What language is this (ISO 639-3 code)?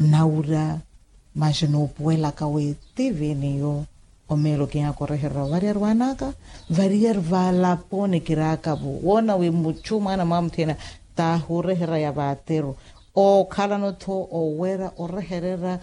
vmw